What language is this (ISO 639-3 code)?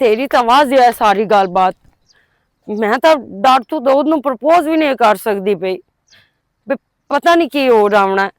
lah